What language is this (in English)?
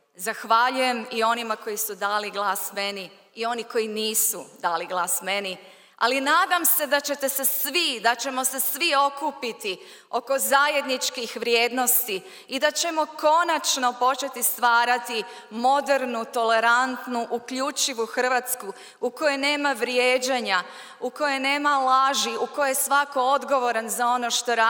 Croatian